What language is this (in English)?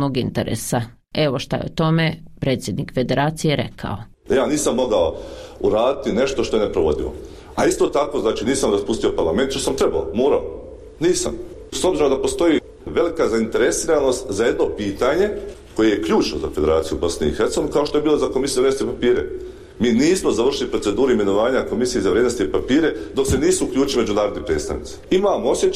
Bosnian